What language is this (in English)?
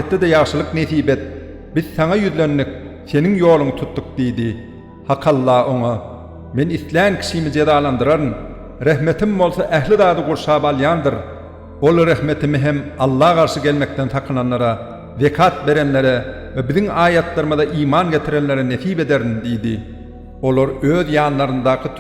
Turkmen